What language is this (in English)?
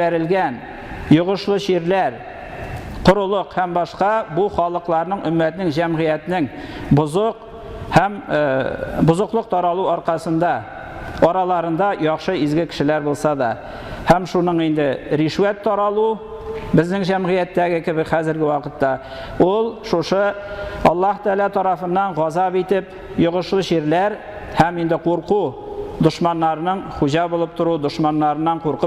Tatar